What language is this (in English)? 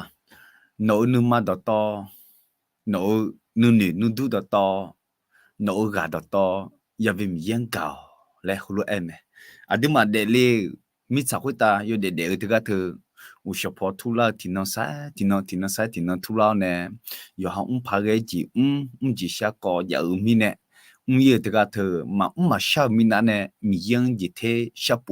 Akha